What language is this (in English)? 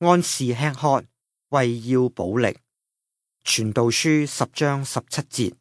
Cantonese